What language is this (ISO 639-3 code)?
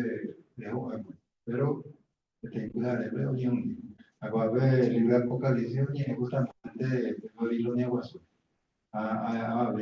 grn